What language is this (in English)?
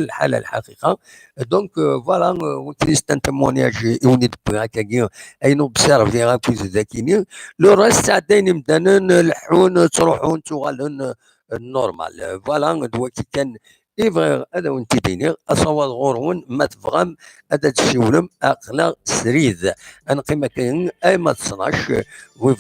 Kabyle